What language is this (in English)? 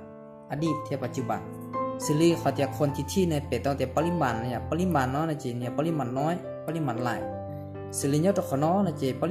Hmong